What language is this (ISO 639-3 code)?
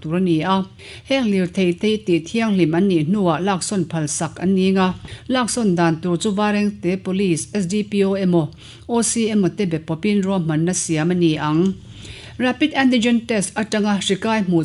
lus